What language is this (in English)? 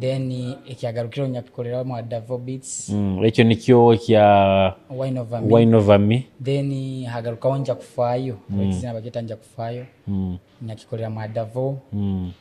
Nyoro